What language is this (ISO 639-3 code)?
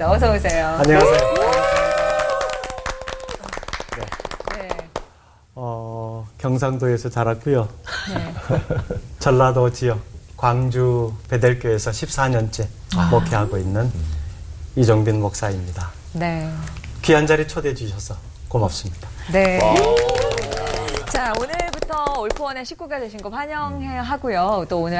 kor